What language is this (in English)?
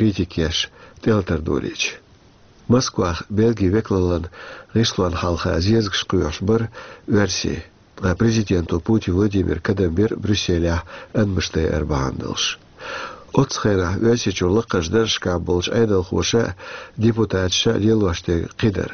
Chechen